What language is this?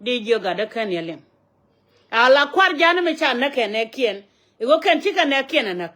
Nuer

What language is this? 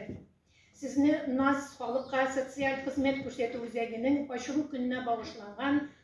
Tatar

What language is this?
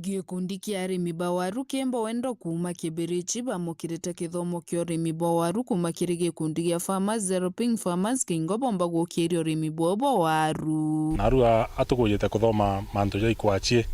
Meru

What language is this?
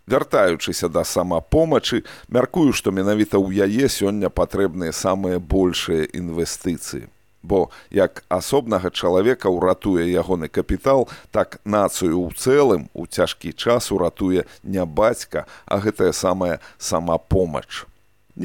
Belarusian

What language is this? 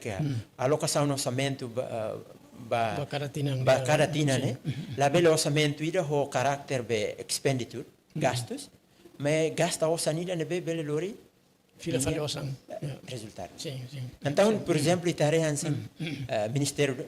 Tetum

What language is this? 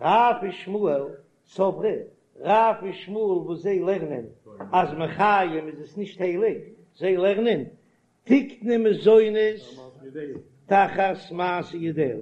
Yiddish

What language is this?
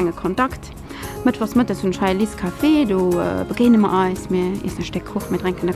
Luxembourgish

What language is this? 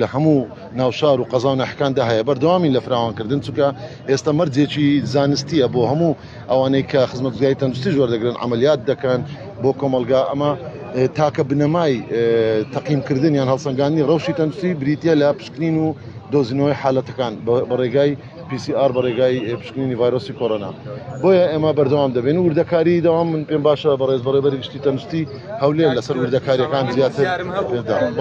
Central Kurdish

